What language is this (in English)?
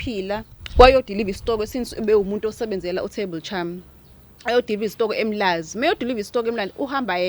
Zulu